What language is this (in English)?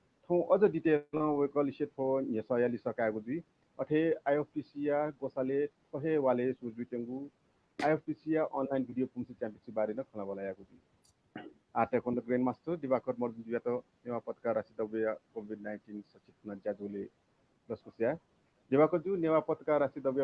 Newari